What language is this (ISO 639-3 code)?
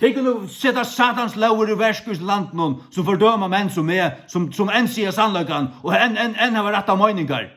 fao